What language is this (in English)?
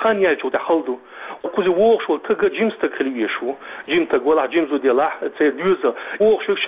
Chechen